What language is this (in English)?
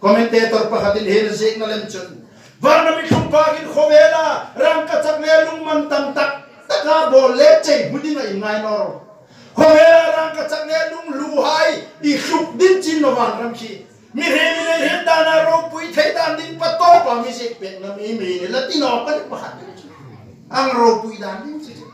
Hmar